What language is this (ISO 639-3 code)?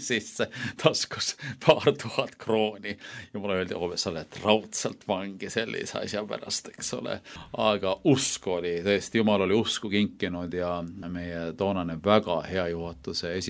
est